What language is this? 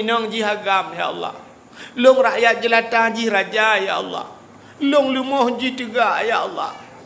Achinese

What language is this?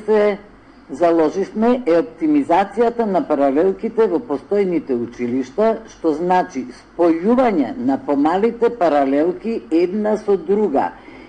Macedonian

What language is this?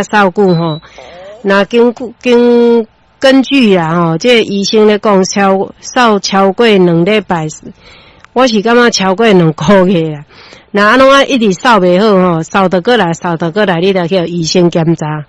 Min Nan Chinese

